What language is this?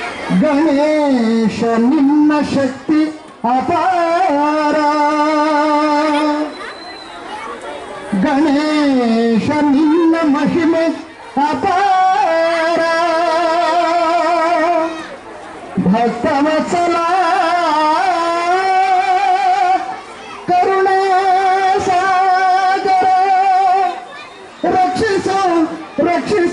Kannada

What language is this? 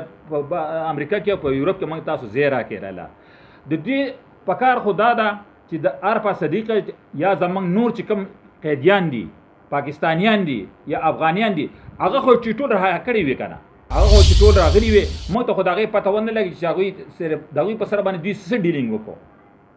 Pashto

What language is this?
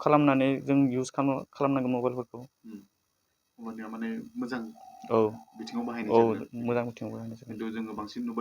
Bodo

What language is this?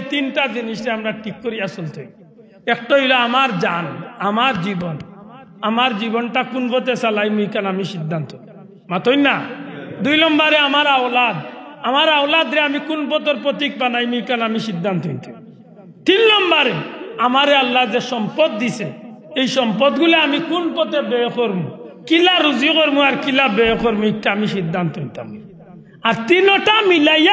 Sylheti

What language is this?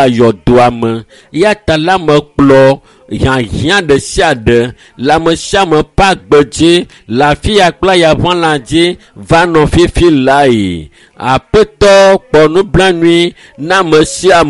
Ewe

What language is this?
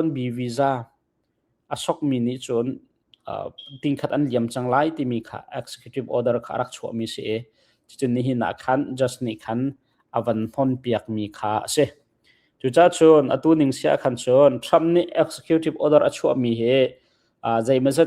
Hakha Chin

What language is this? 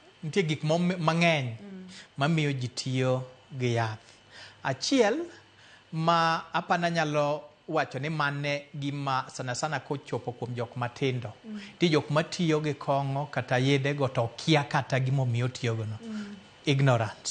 Luo (Kenya and Tanzania)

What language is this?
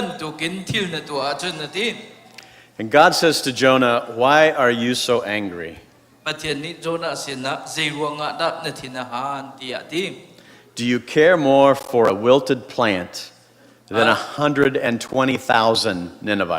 Hakha Chin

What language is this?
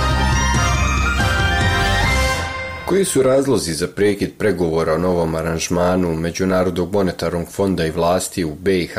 Bosnian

